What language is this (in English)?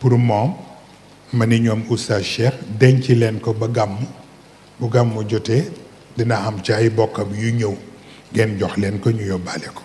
Wolof